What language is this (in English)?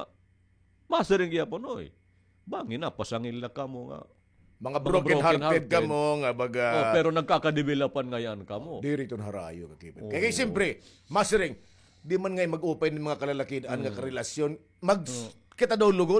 Waray